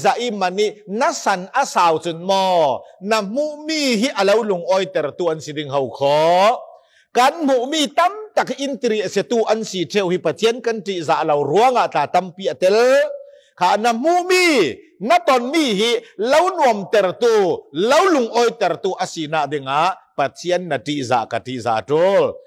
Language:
Falam Chin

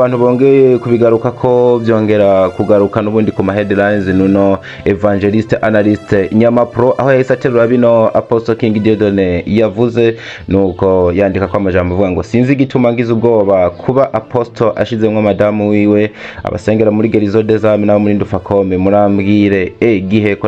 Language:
Rundi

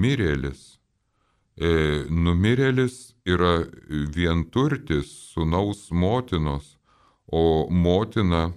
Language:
Lithuanian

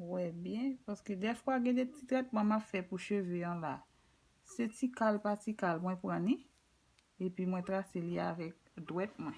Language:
Haitian Creole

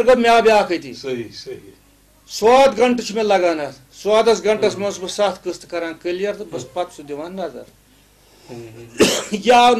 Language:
Kashmiri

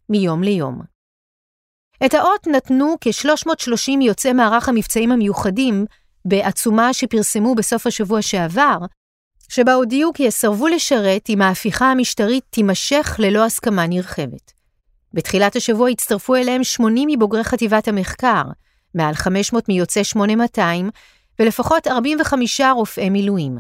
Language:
Hebrew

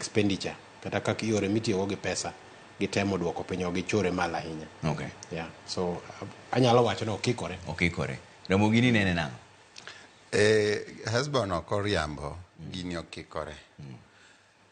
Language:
Luo (Kenya and Tanzania)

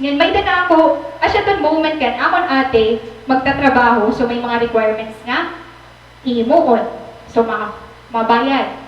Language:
Waray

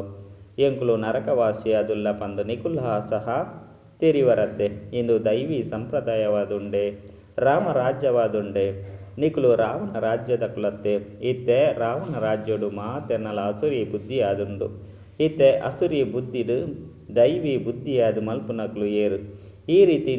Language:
Tulu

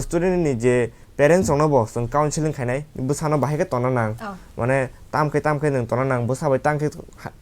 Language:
Kok Borok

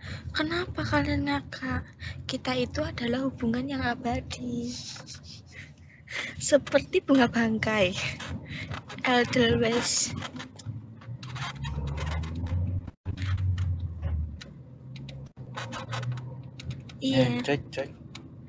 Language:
Indonesian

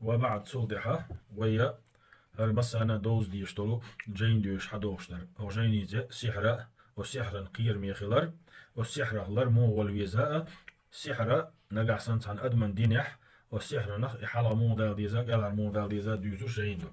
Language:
Chechen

